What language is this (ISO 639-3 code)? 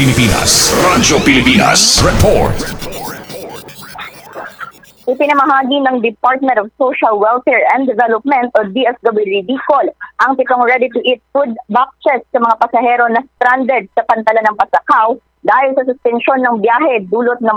fil